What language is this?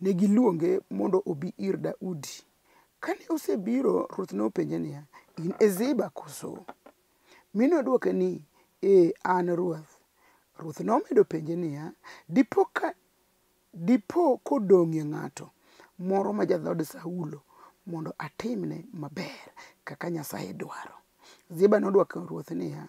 Luo (Kenya and Tanzania)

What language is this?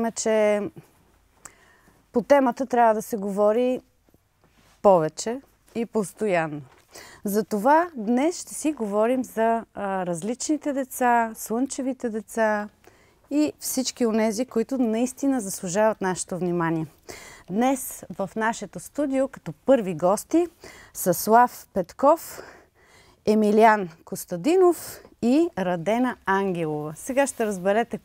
Bulgarian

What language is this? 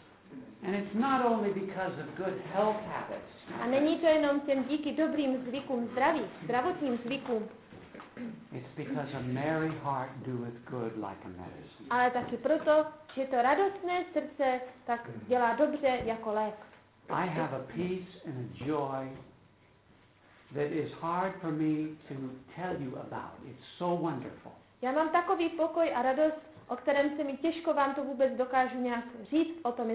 Czech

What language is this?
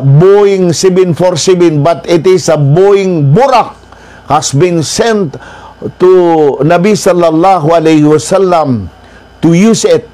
Maranao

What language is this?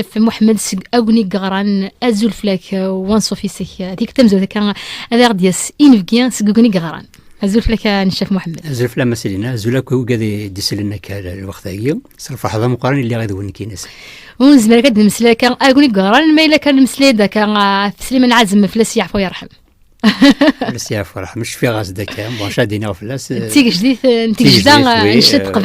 Kabyle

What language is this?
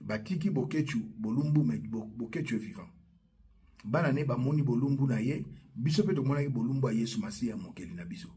Lingala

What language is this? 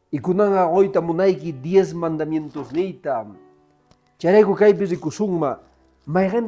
Quechua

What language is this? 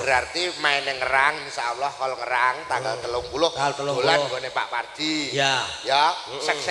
Javanese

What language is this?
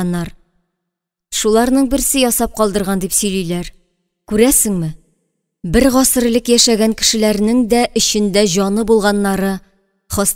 Tatar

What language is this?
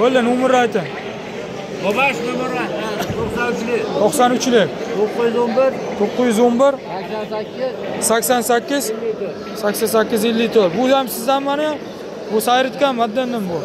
Uzbek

